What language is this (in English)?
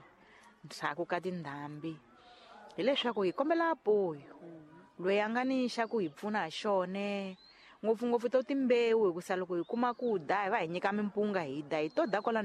Tsonga